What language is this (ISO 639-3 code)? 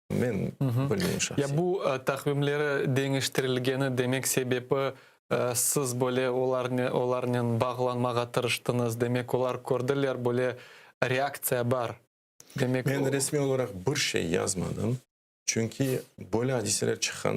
crh